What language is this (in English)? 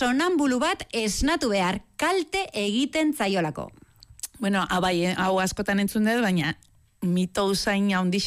Basque